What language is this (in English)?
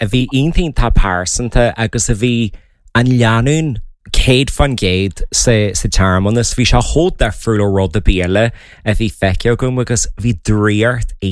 Irish